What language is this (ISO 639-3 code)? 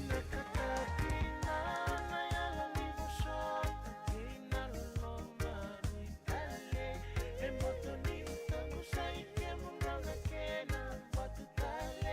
fij